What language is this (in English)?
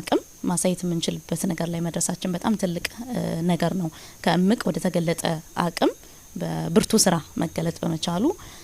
Amharic